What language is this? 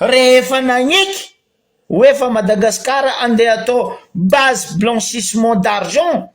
Malagasy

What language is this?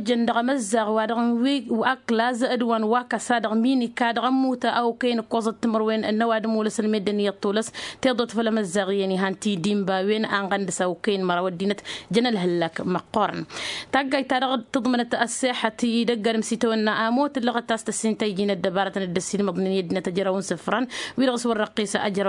Tamasheq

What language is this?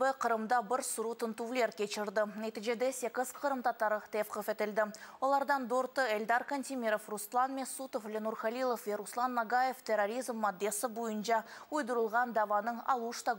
Crimean Tatar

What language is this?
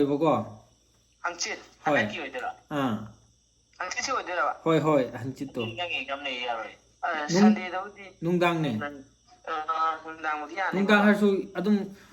Manipuri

